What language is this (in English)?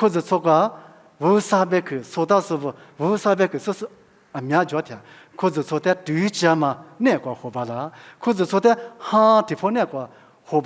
Lisu